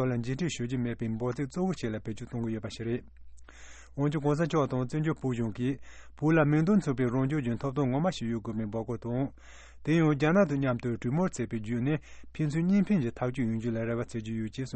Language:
Tibetan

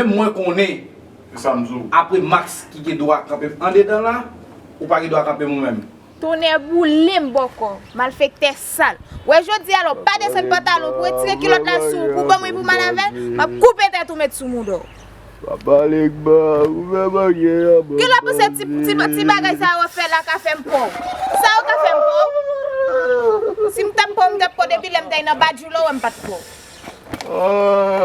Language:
Haitian Creole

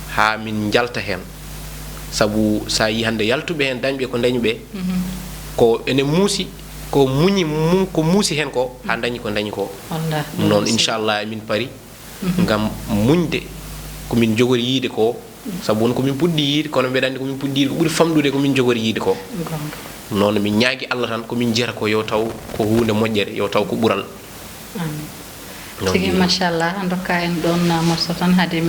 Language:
Fula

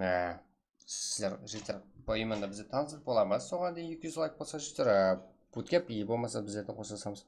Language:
Kara-Kalpak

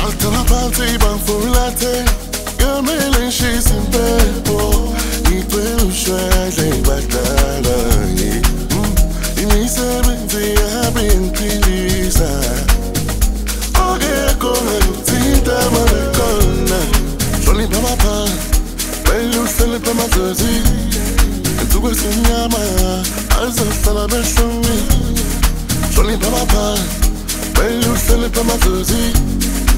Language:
Zulu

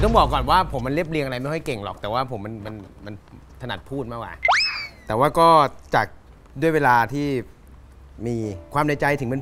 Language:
Thai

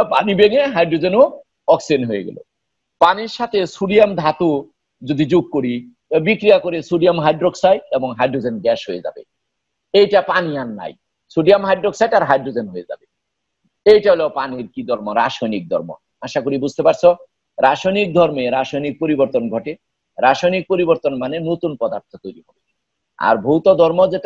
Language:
Bangla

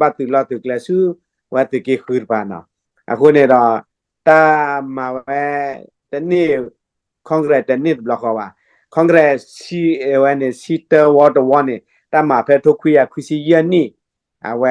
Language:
S'gaw Karen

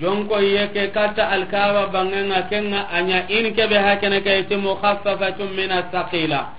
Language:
Soninke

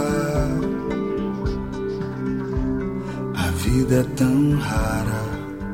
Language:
Portuguese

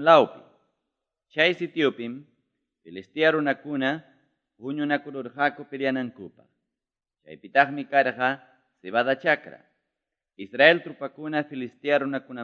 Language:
Ayacucho Quechua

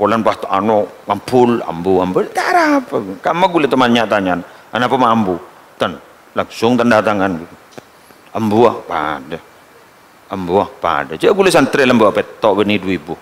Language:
Madurese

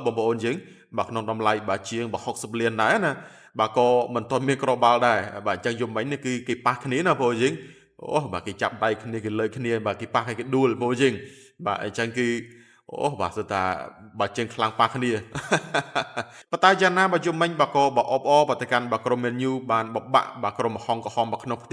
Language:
Khmer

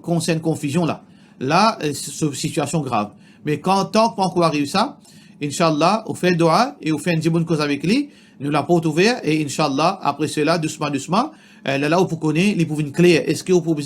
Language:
Morisyen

